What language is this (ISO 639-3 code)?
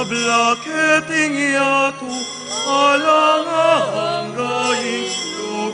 pam